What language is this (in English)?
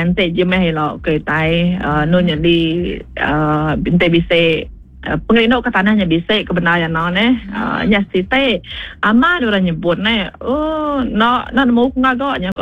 Iban